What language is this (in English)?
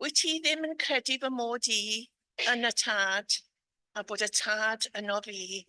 Welsh